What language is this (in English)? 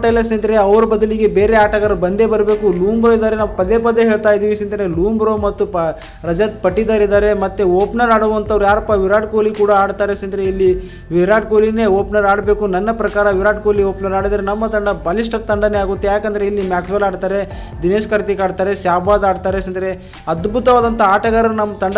Kannada